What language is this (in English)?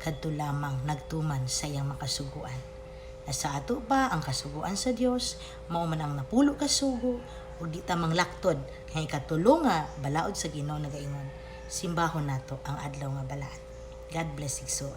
Cebuano